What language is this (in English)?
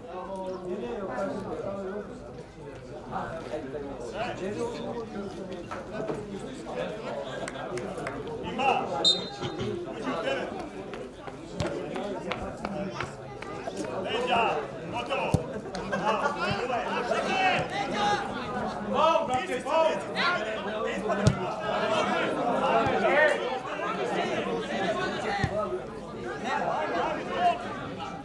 Serbian